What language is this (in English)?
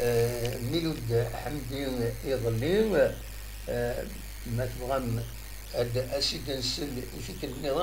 Kabyle